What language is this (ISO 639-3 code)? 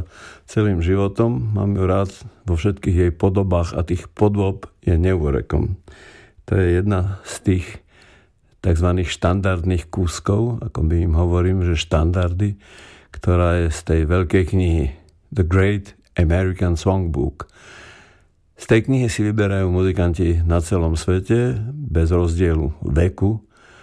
slk